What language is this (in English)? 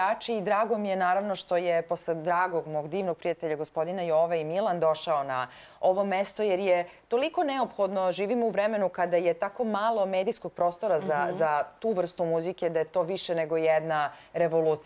Serbian